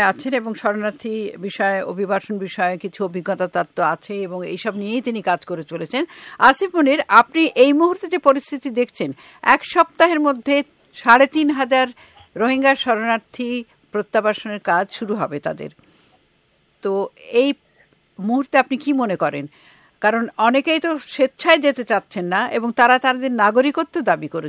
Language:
Bangla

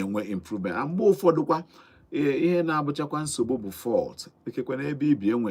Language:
Igbo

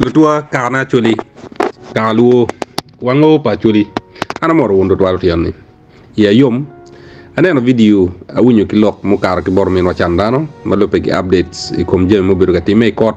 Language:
Acoli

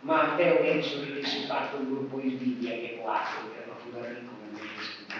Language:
Sardinian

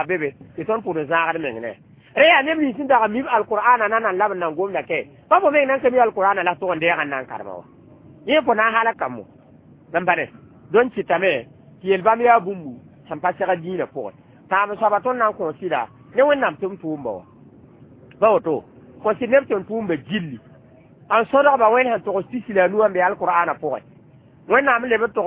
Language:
Mossi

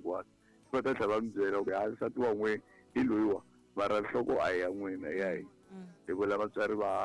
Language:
Tsonga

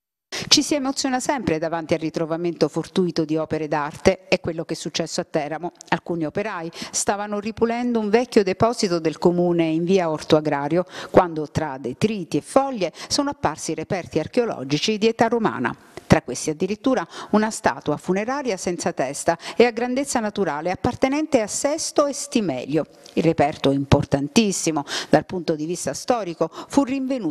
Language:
Italian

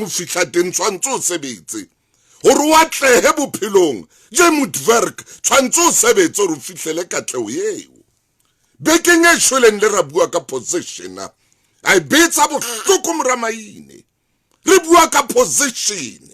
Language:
Southern Sotho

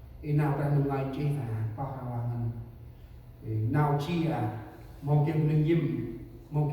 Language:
Central Mnong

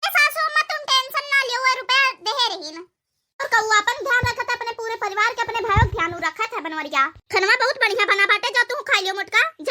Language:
Awadhi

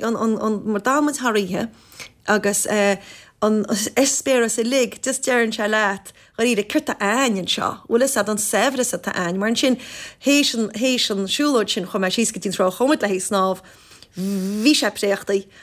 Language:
Irish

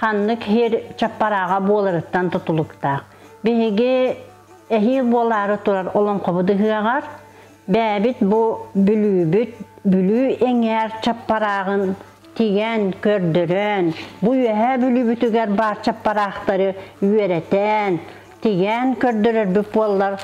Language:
Yakut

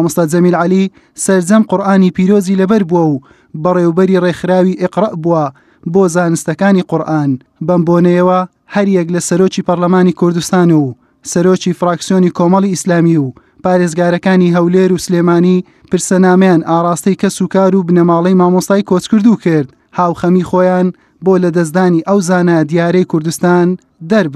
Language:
Central Kurdish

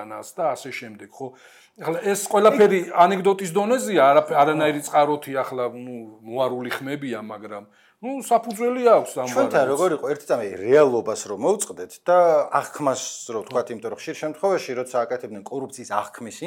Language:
Georgian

